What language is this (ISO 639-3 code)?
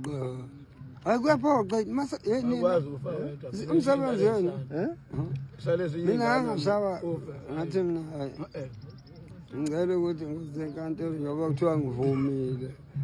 zul